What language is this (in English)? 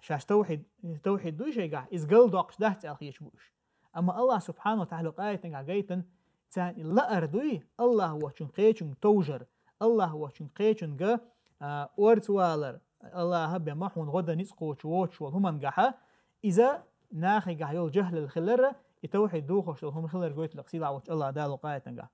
Chechen